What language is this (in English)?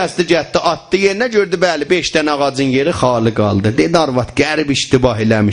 South Azerbaijani